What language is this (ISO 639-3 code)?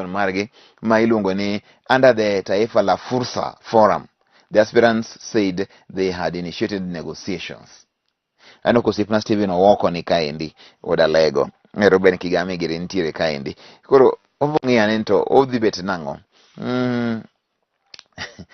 luo